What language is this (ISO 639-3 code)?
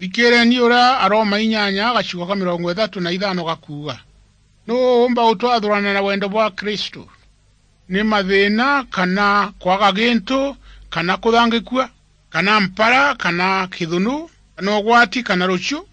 mer